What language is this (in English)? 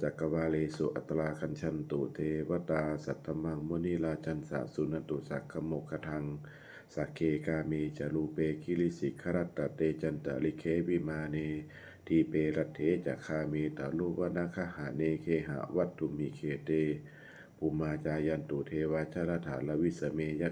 Pali